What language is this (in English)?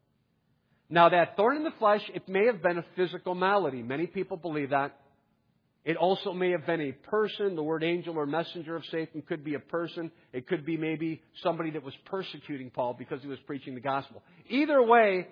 English